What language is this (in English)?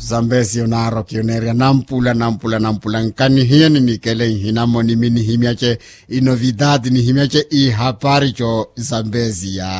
Makhuwa